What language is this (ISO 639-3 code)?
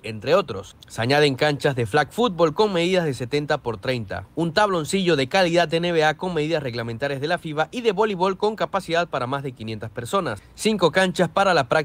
spa